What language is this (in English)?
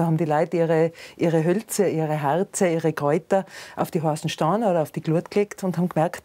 Bavarian